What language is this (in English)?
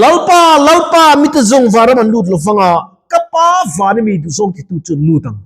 Mizo